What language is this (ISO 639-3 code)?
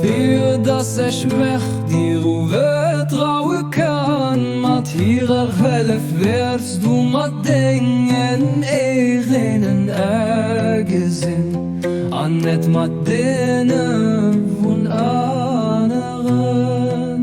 ltz